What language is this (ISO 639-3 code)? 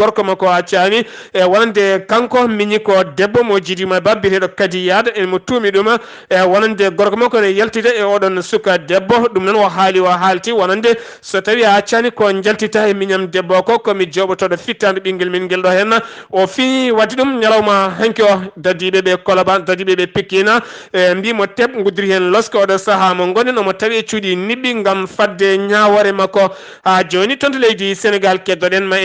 ful